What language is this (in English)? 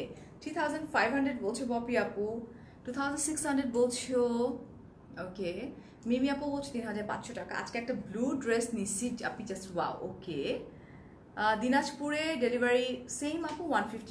Bangla